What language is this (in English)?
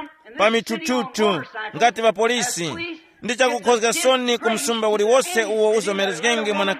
Tumbuka